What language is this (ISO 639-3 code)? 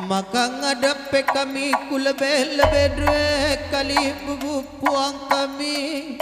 btx